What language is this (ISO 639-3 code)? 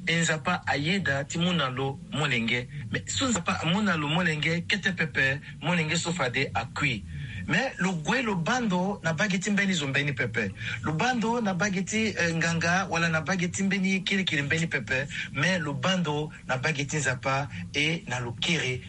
sag